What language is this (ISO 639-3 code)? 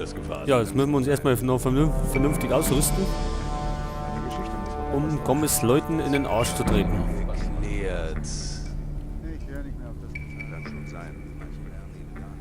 bar